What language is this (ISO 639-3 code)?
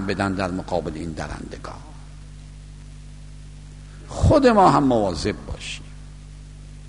fas